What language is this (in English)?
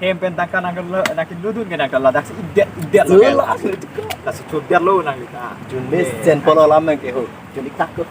Karbi